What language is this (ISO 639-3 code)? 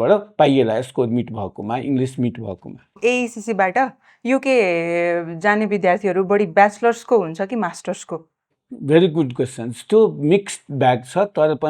nep